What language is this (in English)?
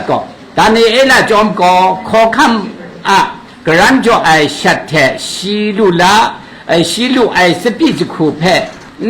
Kachin